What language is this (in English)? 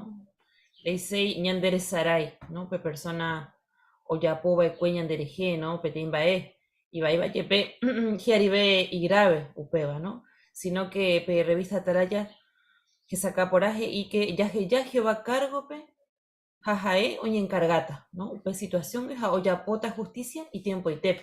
Guarani